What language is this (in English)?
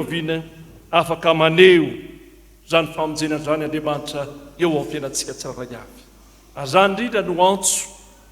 Malagasy